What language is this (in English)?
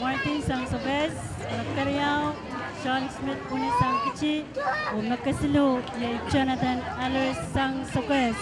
Pohnpeian